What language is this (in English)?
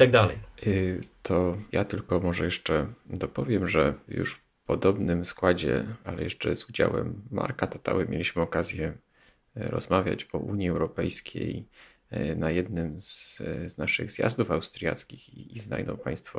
Polish